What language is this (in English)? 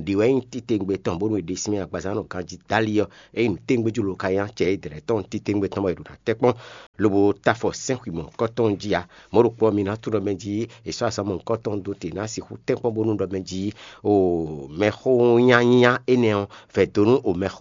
Fon